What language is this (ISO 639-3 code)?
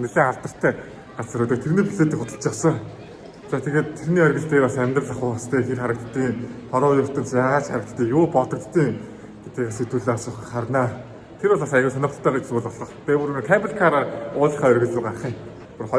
mon